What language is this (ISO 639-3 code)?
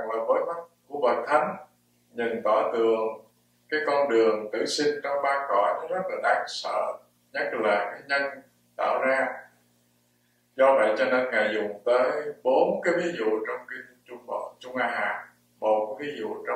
vie